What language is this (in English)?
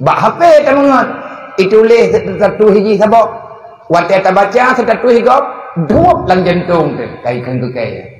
Achinese